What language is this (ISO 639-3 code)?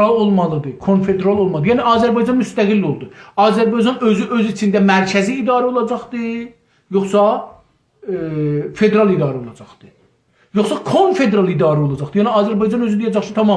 azb